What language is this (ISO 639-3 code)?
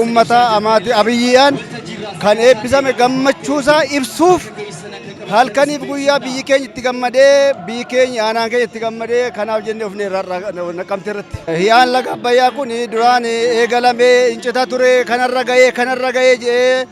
orm